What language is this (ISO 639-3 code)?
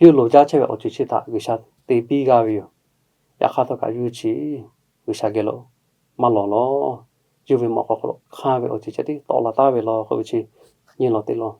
lhu